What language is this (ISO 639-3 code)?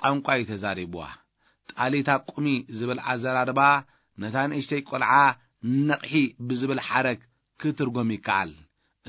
tir